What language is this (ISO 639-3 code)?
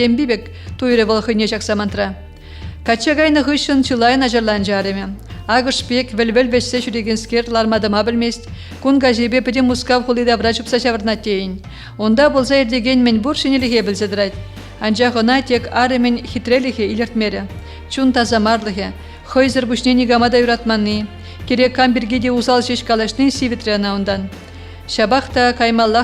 chv